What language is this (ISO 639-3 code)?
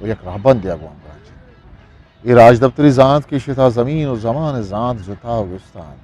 bgp